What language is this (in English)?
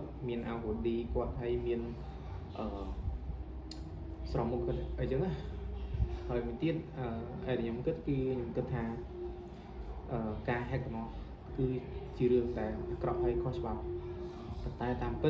Khmer